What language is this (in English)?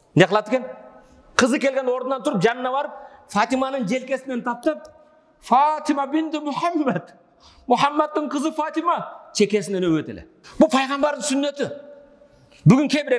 Kyrgyz